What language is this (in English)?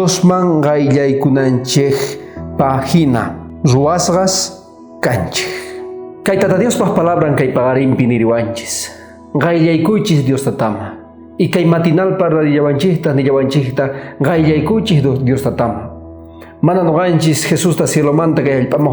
South Bolivian Quechua